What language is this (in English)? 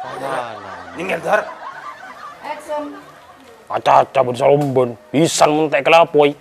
Madurese